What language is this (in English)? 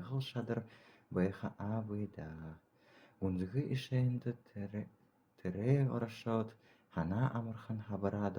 Buriat